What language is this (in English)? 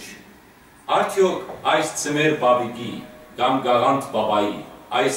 Western Armenian